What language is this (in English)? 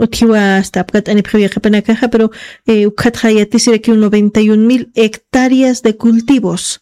Aymara